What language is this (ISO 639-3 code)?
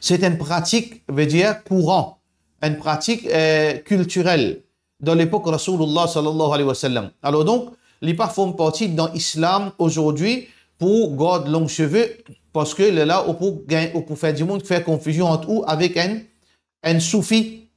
mfe